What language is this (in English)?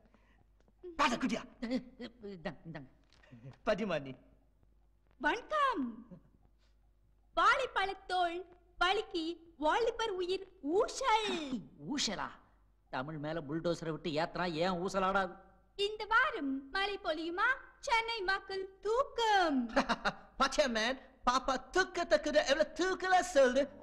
Tamil